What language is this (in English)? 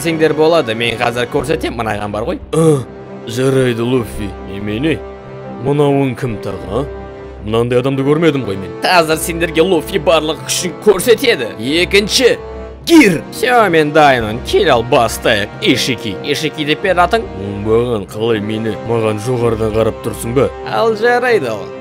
Kazakh